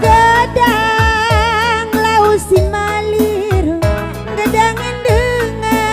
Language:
Batak Karo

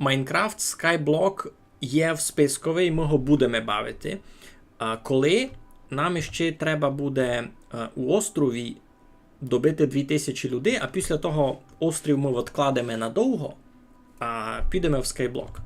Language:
Rusyn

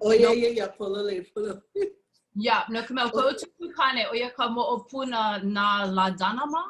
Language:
Hawaiian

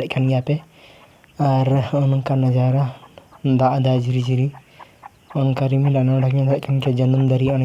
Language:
Santali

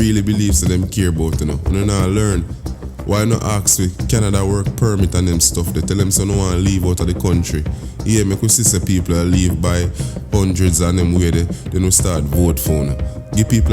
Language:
Jamaican Creole English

